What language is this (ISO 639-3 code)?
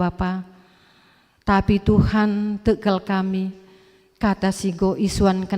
btx